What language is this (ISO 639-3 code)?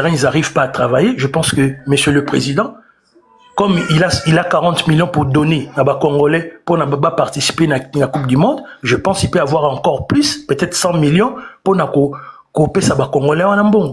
lin